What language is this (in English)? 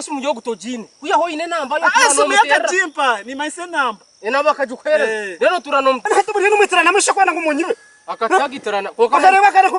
Nyankole